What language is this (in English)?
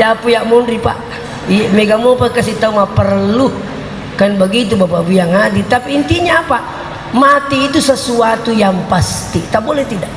Buginese